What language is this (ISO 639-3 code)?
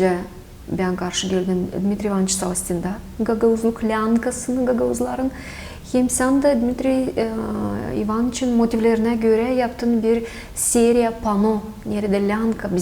gag